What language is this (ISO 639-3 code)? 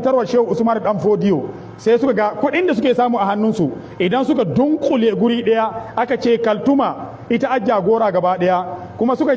hau